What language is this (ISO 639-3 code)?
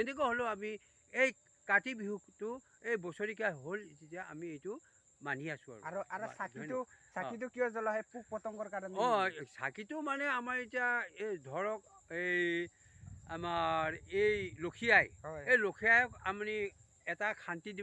asm